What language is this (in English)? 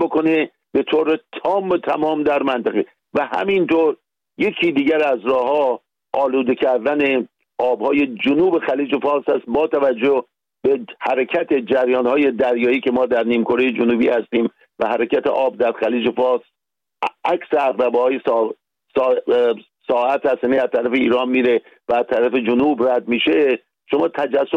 Persian